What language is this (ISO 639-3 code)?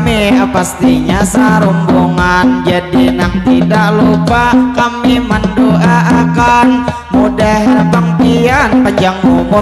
bjn